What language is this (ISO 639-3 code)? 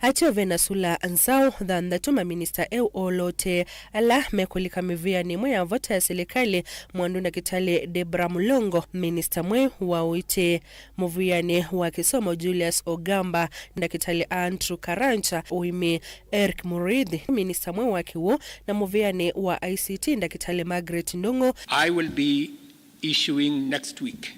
kam